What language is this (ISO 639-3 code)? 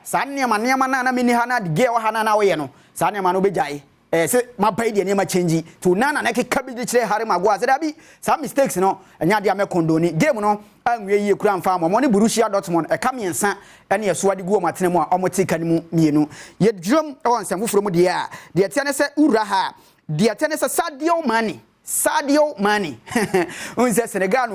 aka